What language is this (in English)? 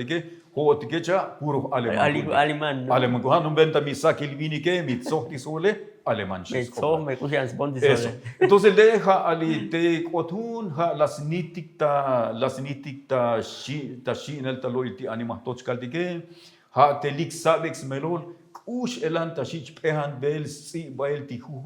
Tzotzil